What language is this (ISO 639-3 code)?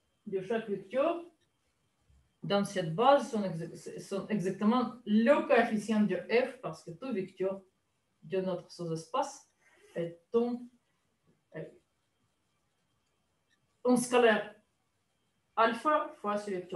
fra